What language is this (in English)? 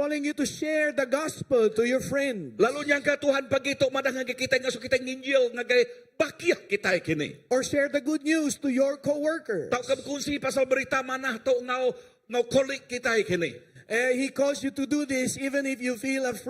Iban